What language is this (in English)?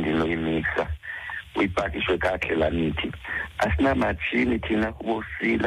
Xhosa